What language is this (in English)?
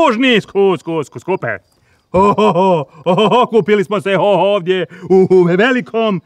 Croatian